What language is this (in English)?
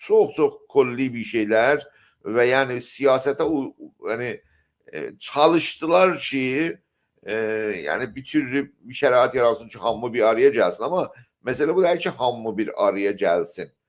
South Azerbaijani